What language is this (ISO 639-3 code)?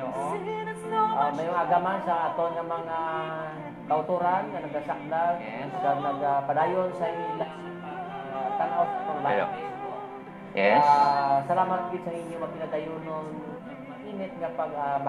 hil